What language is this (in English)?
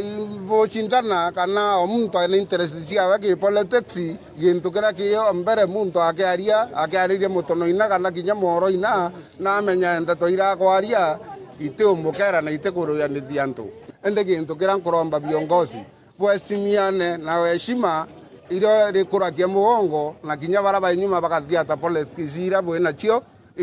Meru